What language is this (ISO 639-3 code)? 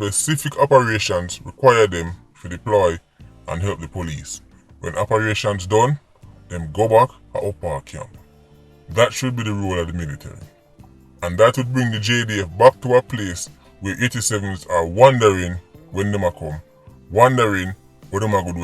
jam